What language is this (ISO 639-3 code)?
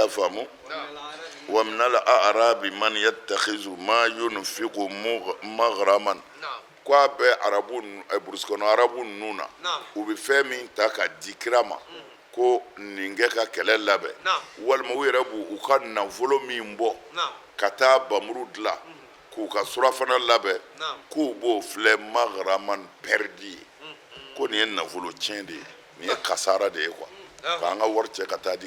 bam